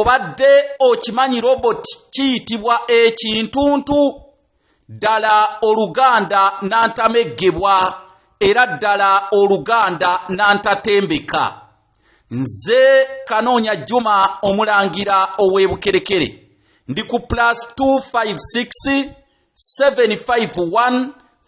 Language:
Ganda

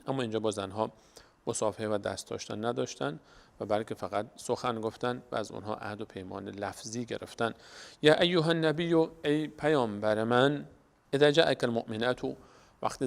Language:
Persian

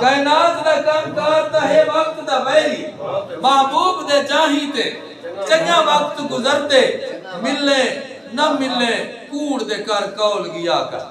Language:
Saraiki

